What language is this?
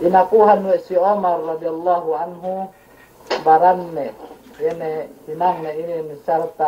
Yakan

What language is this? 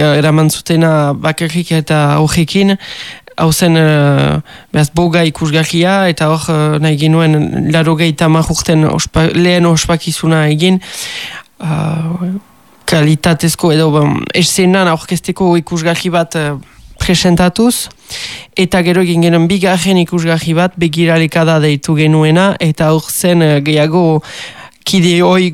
Basque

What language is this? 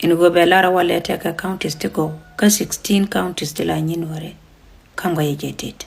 Nuer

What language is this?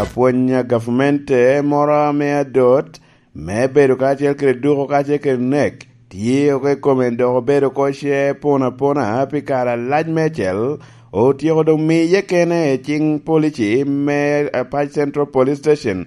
Lango (Uganda)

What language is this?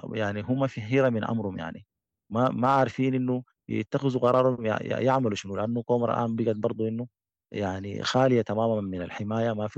Sudanese Arabic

